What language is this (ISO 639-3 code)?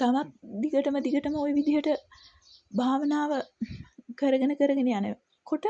sin